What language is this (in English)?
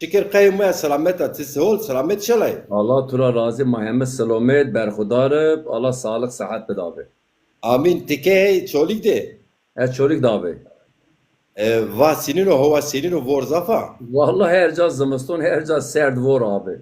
Zaza